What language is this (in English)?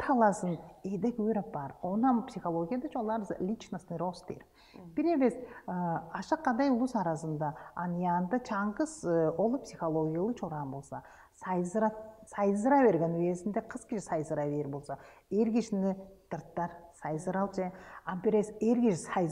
Tuvinian